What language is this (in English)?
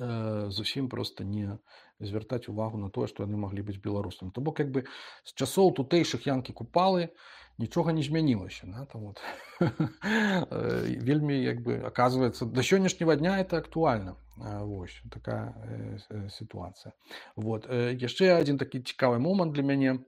Belarusian